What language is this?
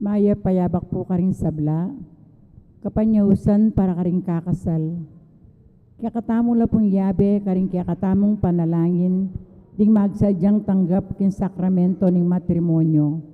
Pampanga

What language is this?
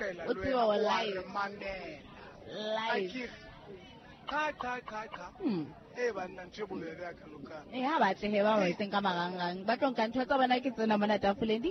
Southern Sotho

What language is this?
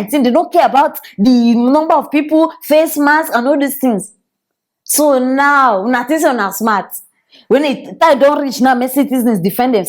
Nigerian Pidgin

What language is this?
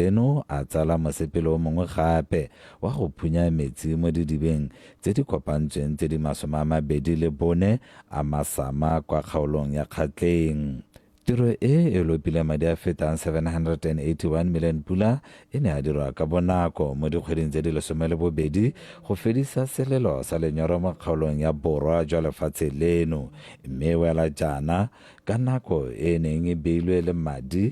Tswana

